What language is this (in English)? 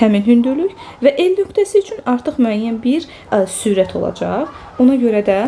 Azerbaijani